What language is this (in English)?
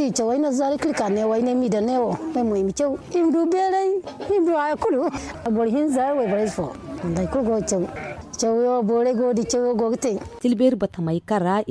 Zarma